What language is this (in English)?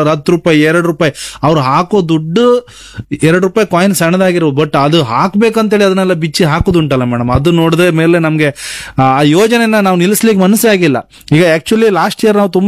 Kannada